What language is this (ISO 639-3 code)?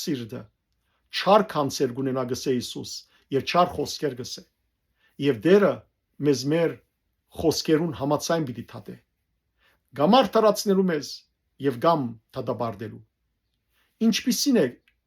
hyw